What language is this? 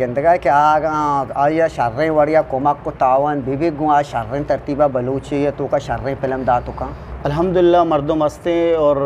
Eastern Balochi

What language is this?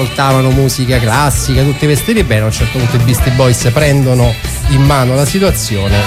Italian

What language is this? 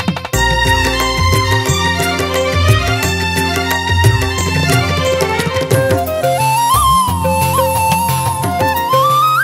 Malayalam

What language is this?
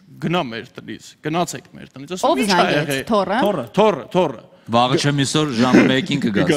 Armenian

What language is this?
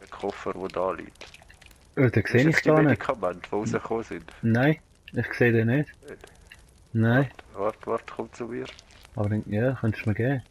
Swiss German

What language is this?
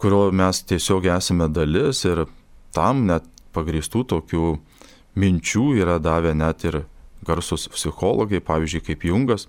Lithuanian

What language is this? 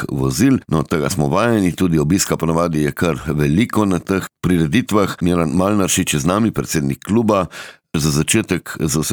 Slovenian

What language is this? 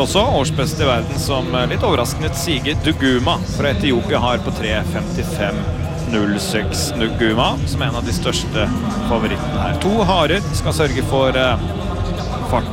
Norwegian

